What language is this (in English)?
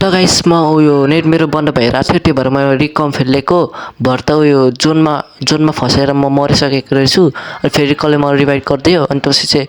Nepali